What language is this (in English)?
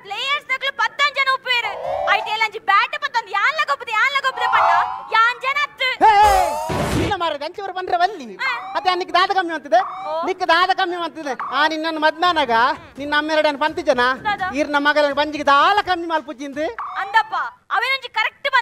Tulu